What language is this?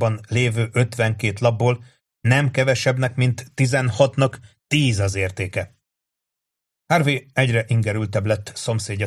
Hungarian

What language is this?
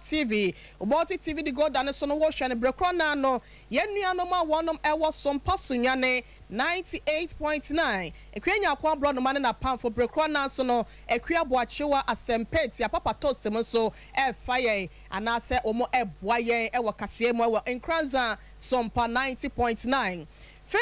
Akan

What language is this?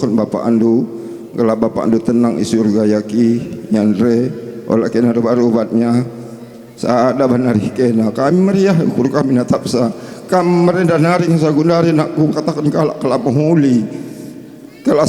Batak Karo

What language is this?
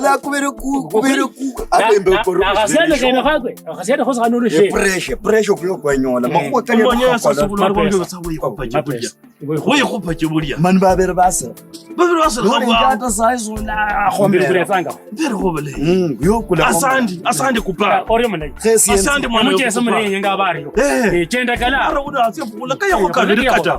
Kabras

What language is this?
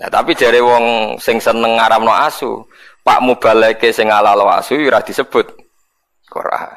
Javanese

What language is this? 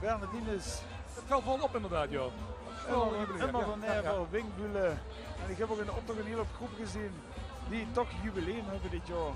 Limburgish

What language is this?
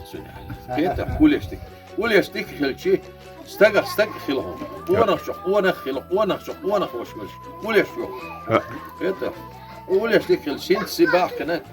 Chechen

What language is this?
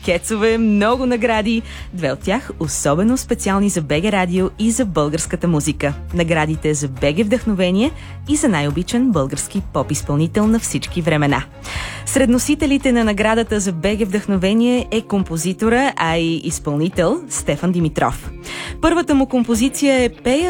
Bulgarian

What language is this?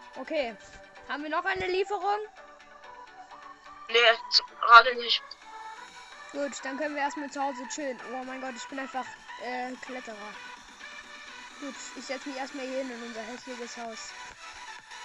German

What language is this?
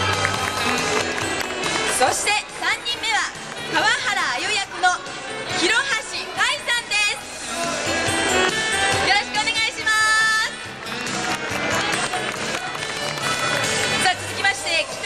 Japanese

